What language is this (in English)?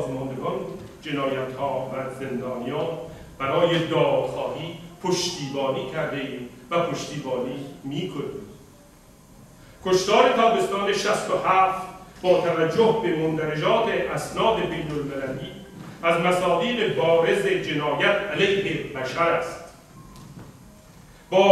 Persian